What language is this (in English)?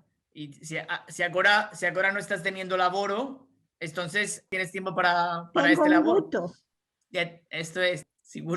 Ladino